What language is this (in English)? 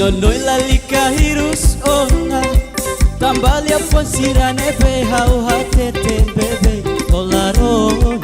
Tetum